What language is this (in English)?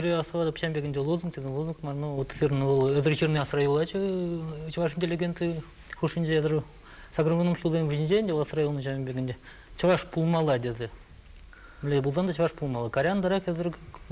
Chuvash